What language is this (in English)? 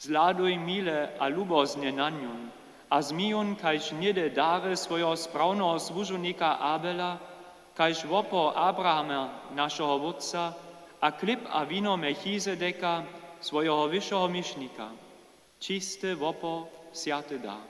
Upper Sorbian